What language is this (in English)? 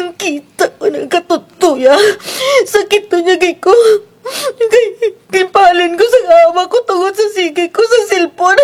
Kinaray-a